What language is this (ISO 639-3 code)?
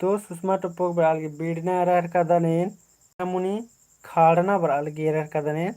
kru